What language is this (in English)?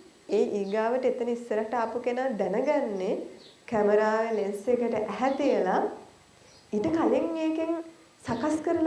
Sinhala